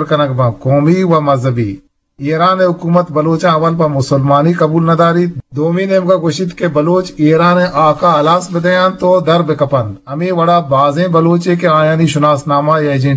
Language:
Eastern Balochi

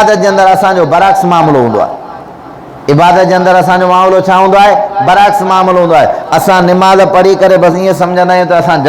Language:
Sindhi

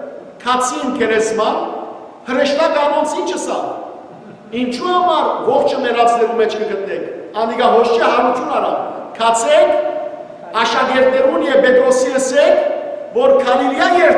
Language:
Western Armenian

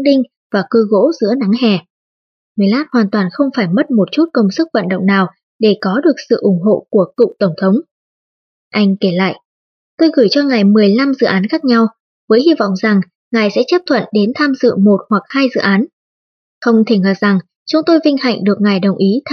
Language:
Vietnamese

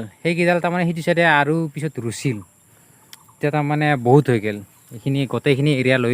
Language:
Assamese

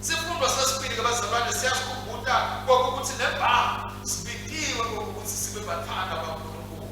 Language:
Swati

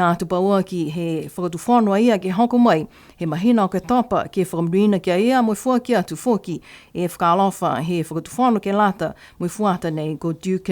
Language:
Niuean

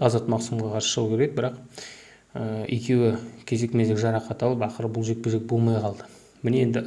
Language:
Kazakh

